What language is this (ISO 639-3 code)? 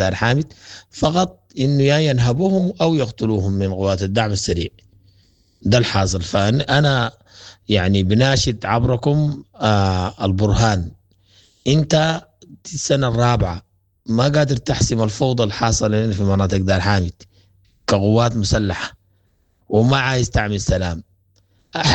apd